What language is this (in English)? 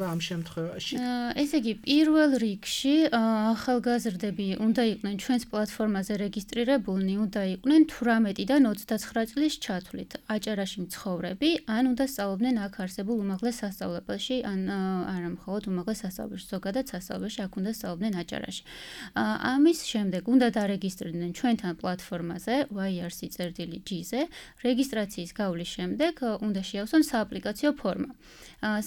Georgian